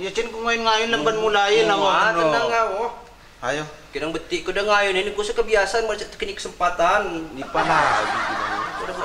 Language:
Lampung Api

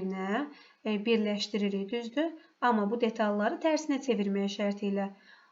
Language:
Azerbaijani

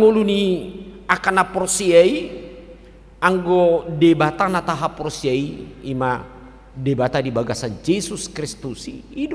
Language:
Batak Toba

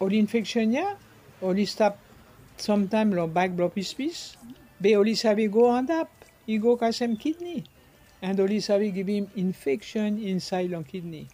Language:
Bislama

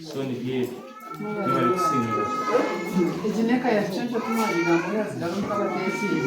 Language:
Nyankole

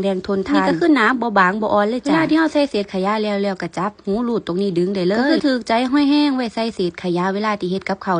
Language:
Lao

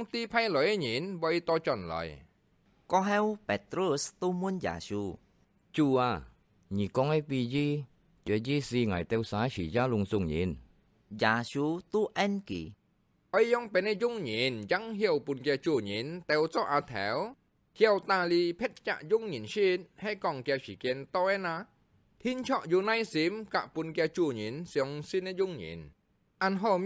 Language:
Hakka Chinese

